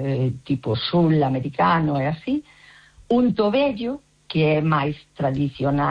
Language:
Galician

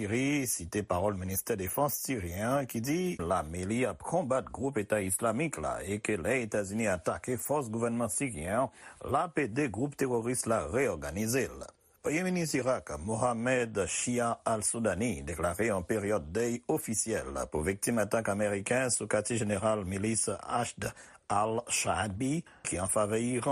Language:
Haitian Creole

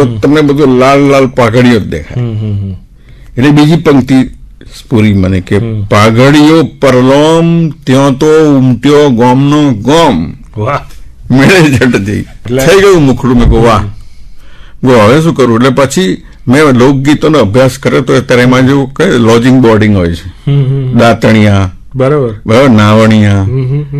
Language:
Gujarati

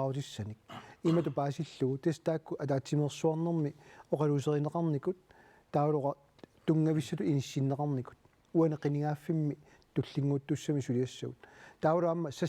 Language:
Kalaallisut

